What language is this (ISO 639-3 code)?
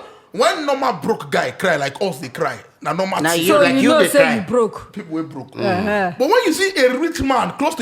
pcm